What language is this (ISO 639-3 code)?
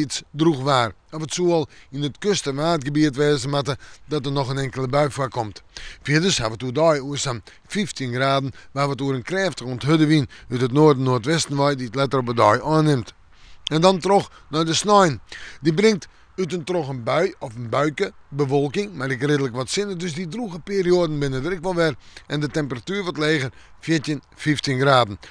fry